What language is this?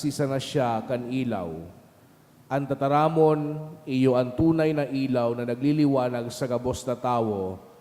Bikol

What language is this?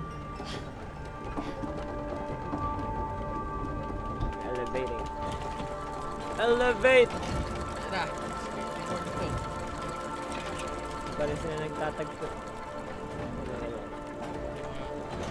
Filipino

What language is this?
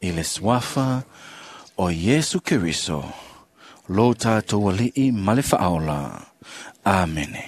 Samoan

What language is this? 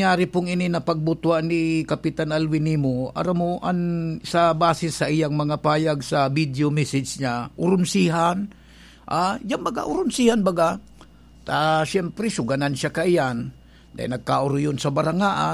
Bikol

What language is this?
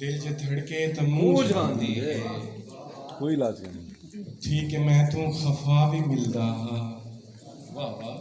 Saraiki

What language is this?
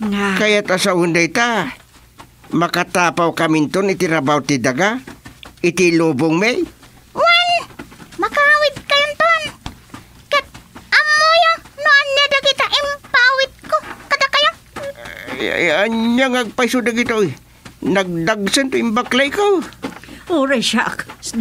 Iloko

